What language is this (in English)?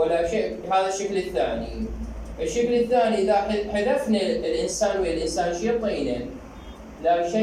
Mesopotamian Arabic